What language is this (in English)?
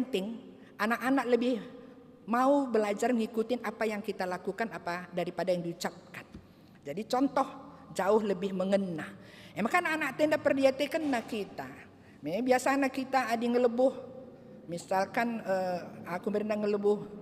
Batak Karo